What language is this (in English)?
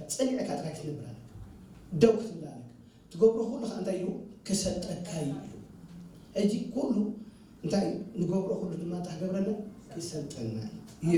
Tigrinya